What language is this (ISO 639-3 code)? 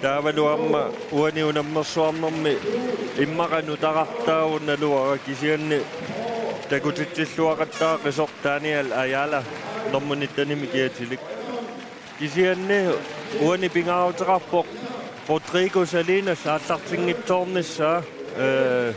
kal